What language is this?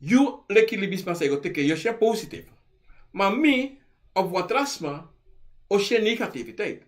Sranan Tongo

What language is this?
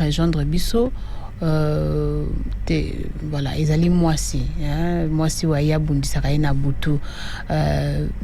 Lingala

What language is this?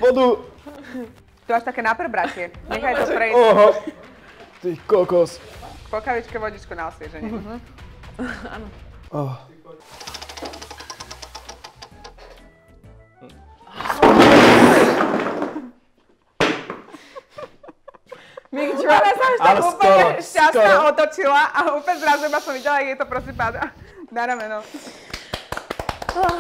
Slovak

